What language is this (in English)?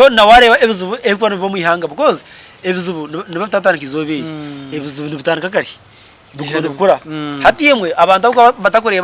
Nyankole